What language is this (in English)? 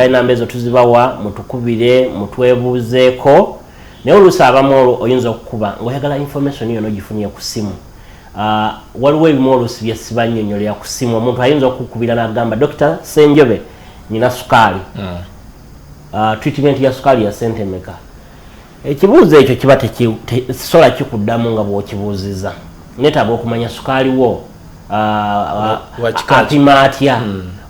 Ganda